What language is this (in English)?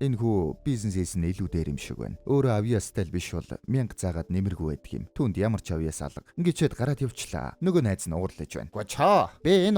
Mongolian